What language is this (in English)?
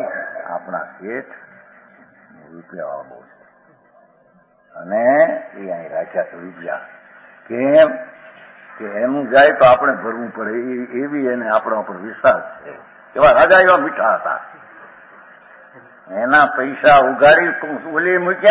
Gujarati